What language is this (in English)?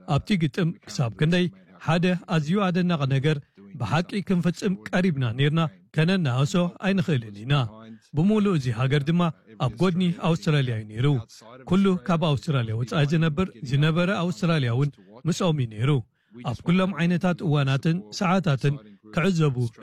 Tigrinya